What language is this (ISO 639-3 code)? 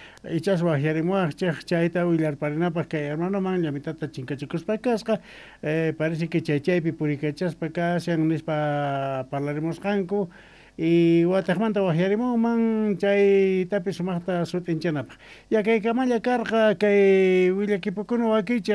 quh